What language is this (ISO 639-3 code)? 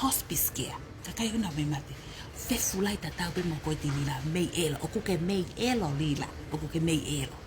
ton